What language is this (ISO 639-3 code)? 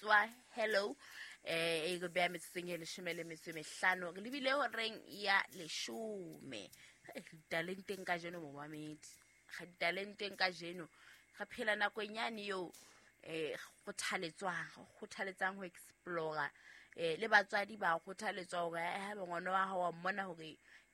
sot